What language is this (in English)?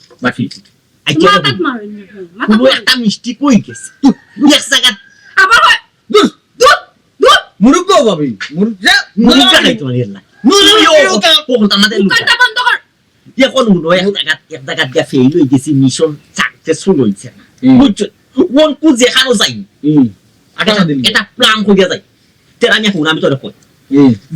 Sylheti